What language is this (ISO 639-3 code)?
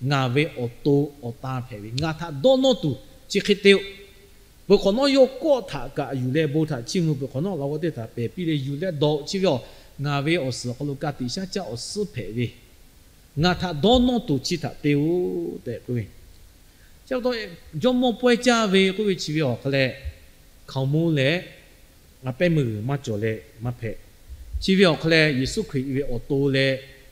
lhu